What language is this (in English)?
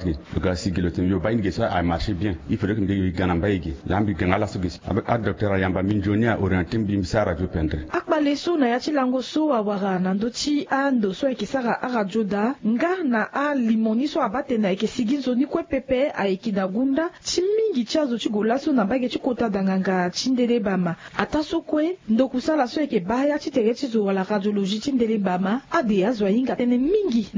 Sango